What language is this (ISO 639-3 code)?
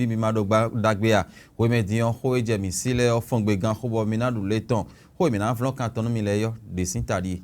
fon